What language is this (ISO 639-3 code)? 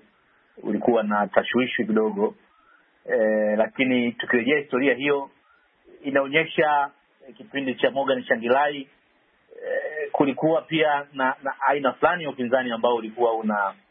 swa